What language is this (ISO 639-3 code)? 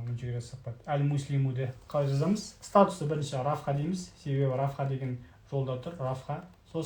kaz